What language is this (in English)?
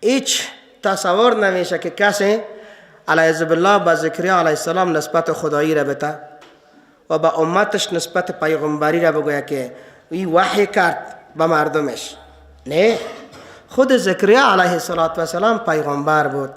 Persian